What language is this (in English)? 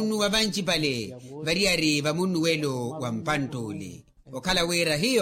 Makhuwa